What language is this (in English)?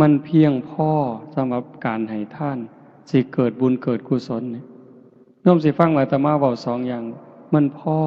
Northeastern Thai